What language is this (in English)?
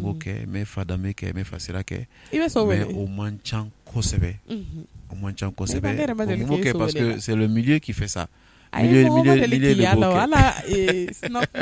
Bambara